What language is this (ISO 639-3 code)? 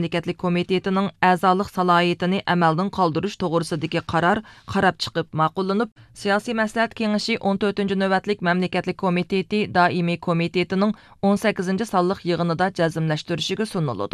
uig